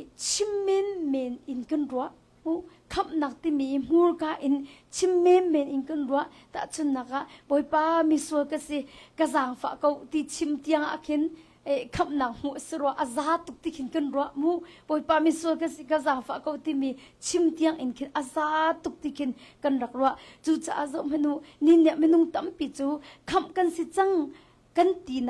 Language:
Hakha Chin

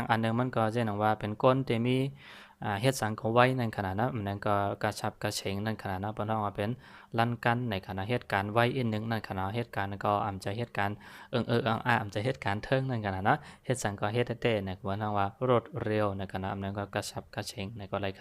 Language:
Shan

